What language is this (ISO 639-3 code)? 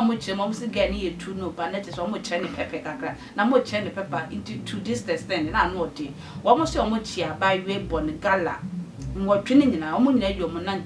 aka